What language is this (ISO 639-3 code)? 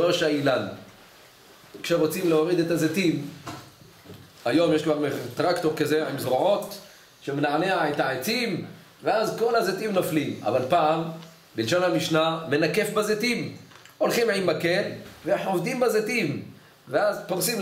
heb